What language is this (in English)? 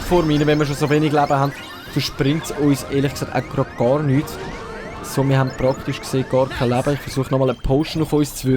Swiss German